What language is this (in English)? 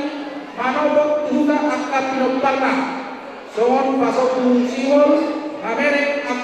Batak Toba